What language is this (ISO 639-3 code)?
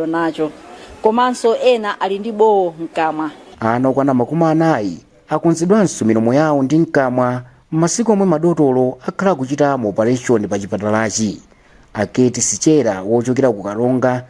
nya